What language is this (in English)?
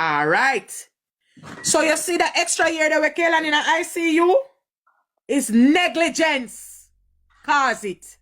Jamaican Creole English